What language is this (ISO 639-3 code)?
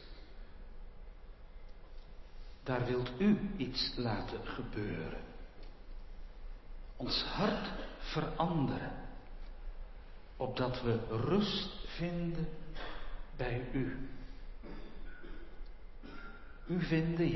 nld